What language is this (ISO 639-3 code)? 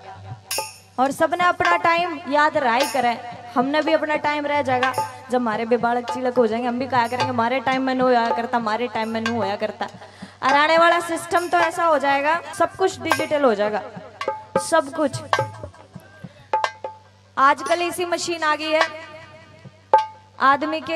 bgc